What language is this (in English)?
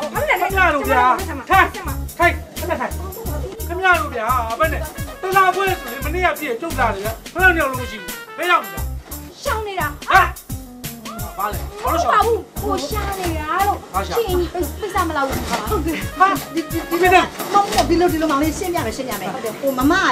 Burmese